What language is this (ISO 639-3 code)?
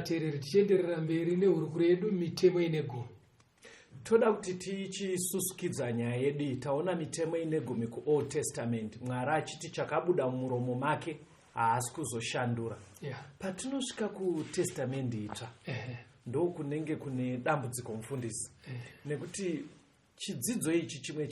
sna